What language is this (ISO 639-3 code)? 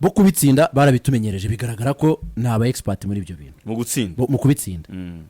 kin